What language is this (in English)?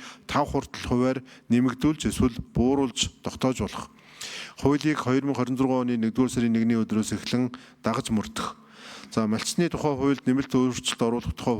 Mongolian